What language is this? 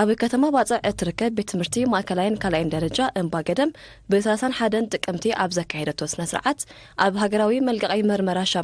Tigrinya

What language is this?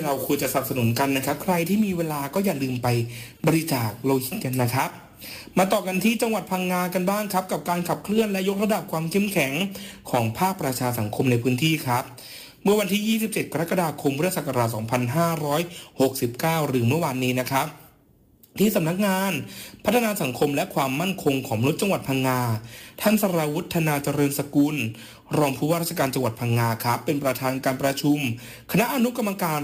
Thai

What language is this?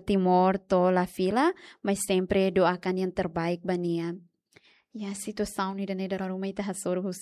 Tetum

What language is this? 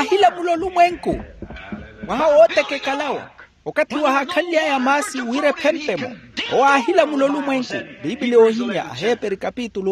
Makhuwa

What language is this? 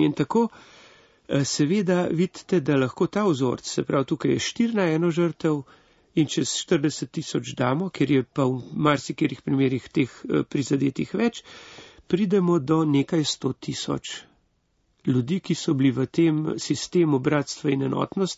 Slovenian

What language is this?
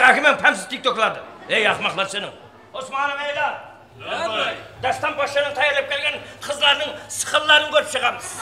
Kara-Kalpak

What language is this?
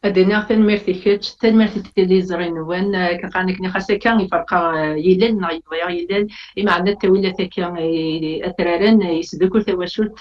Kabyle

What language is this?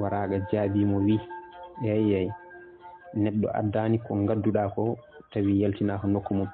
Fula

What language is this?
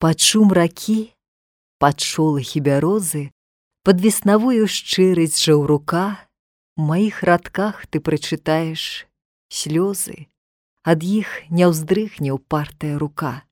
Belarusian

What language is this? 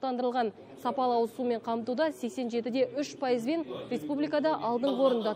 Kazakh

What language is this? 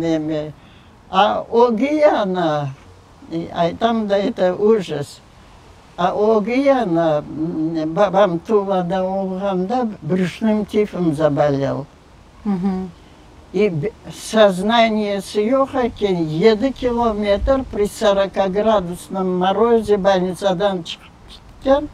Crimean Tatar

